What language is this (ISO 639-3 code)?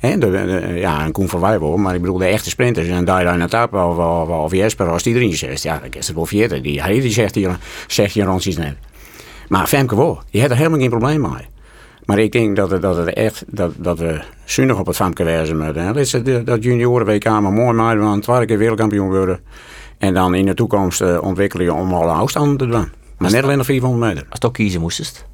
fry